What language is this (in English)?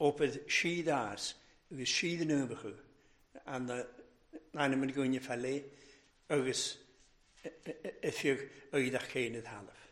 Welsh